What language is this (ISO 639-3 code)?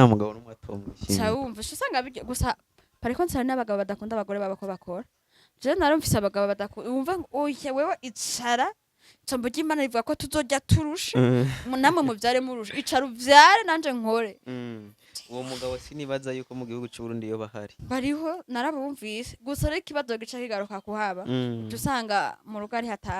run